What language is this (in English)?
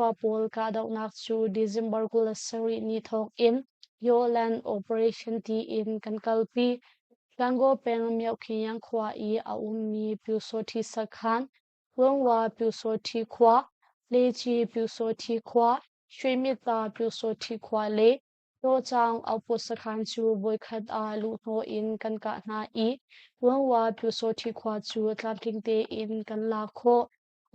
Hakha Chin